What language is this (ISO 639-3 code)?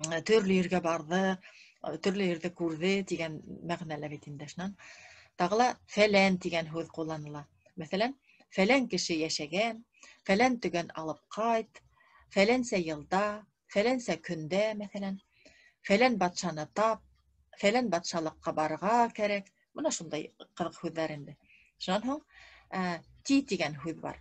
bak